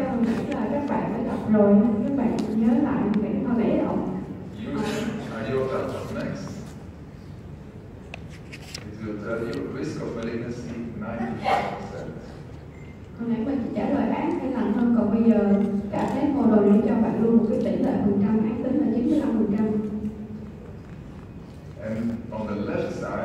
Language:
Vietnamese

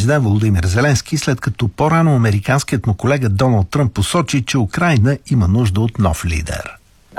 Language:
Bulgarian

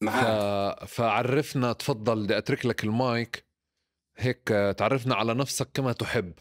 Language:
North Levantine Arabic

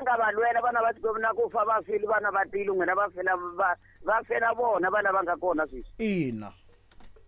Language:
Tsonga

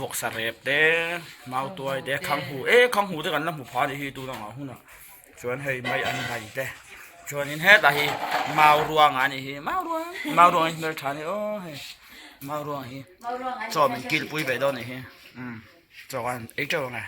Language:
Mizo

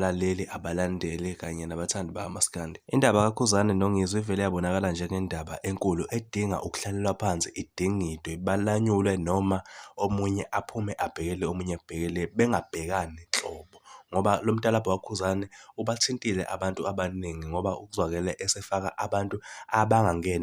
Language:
Zulu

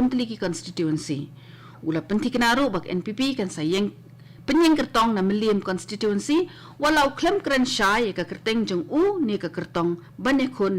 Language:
Khasi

